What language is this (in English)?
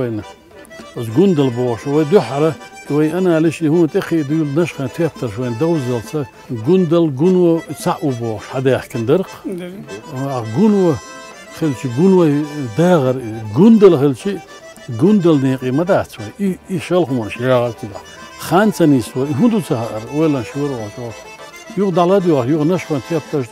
Chechen